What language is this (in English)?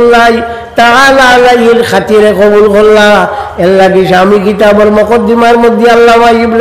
Sylheti